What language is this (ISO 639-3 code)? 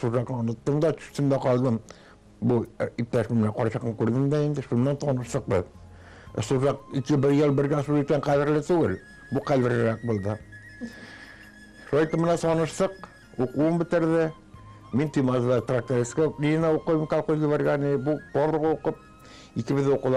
tat